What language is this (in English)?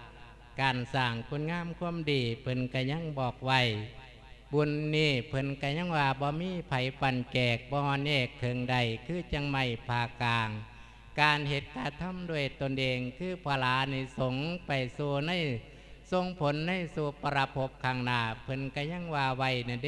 Lao